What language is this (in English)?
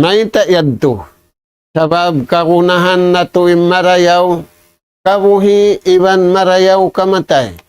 Tausug